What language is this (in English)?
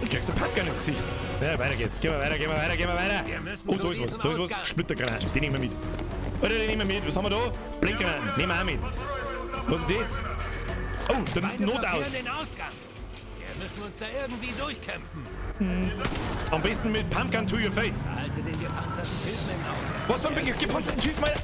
Bavarian